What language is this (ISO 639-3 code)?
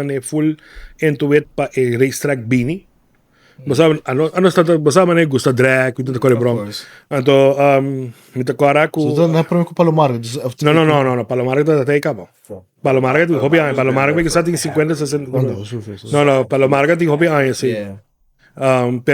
pap